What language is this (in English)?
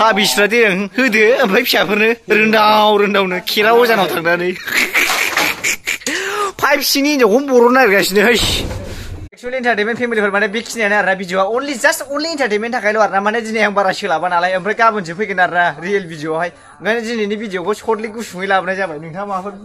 Bodo